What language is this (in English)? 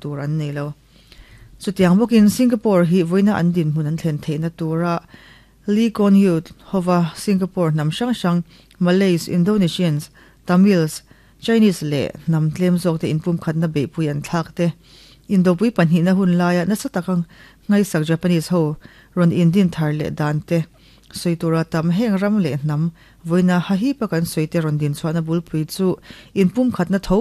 Mizo